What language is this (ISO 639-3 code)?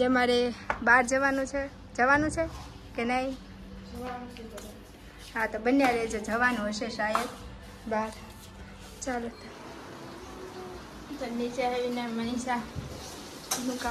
guj